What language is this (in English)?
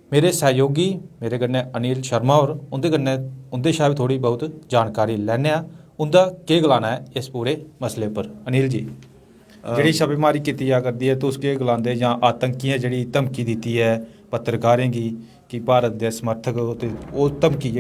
Dogri